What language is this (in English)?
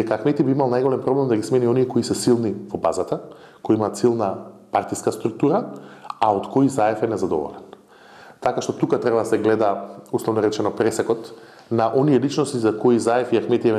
Macedonian